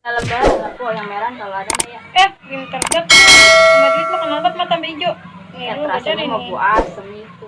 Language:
Betawi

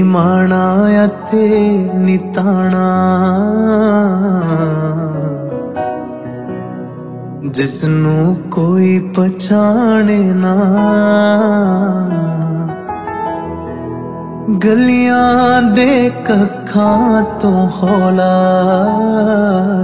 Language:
Punjabi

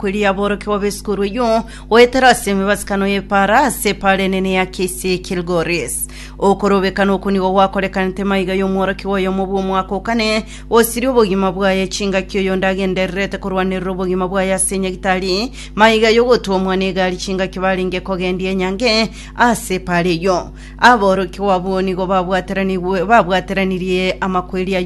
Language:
Gusii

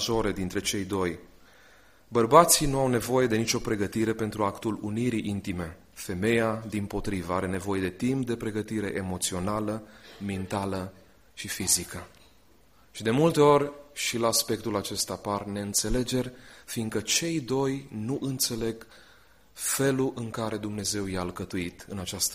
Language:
Romanian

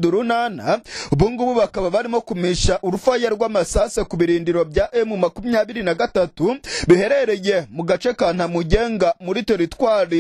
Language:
Kinyarwanda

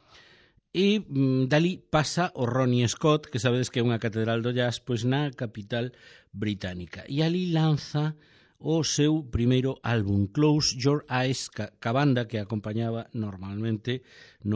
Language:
Galician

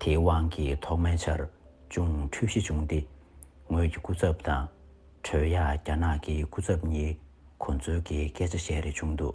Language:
Tibetan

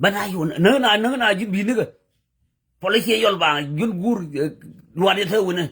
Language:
Nuer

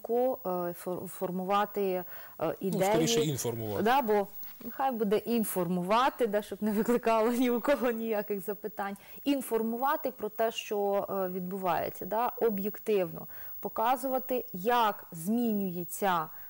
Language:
Ukrainian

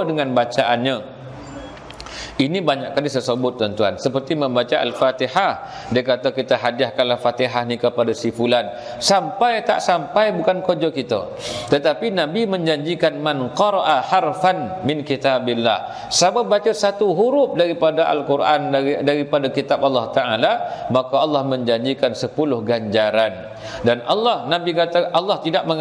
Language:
Malay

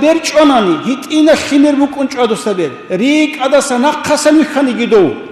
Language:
Avaric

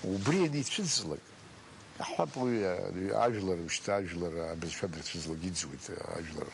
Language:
Abkhazian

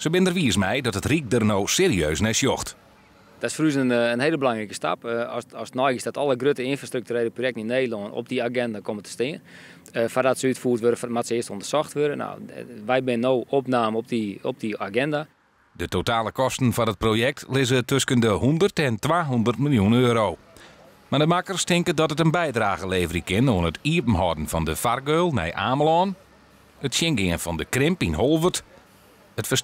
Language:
Western Frisian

